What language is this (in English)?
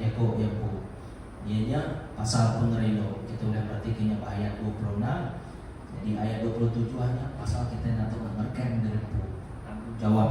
Iban